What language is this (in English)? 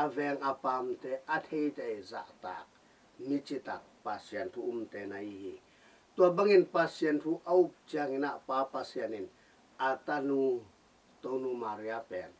Tedim Chin